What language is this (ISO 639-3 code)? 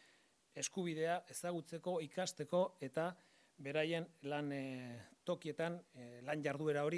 eus